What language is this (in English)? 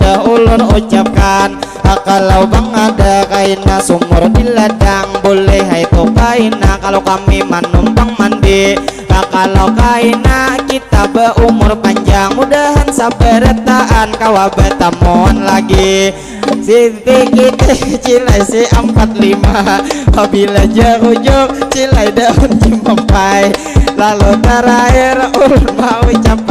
Banjar